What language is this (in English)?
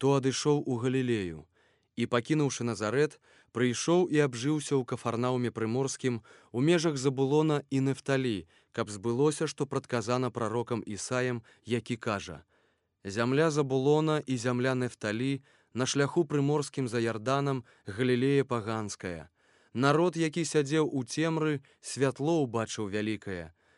Belarusian